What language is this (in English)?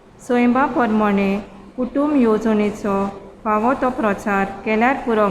Konkani